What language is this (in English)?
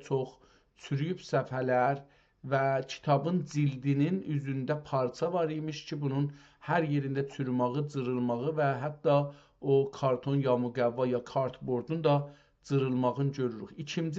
South Azerbaijani